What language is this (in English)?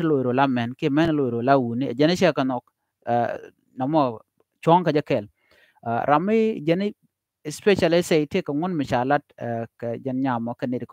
Nuer